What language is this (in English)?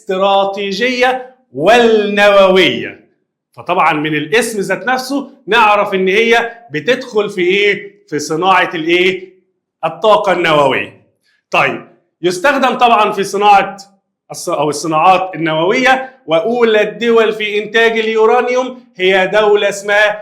Egyptian Arabic